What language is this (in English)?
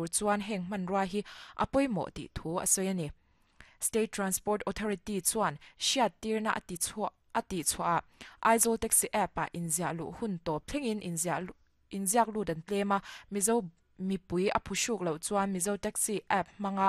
Mizo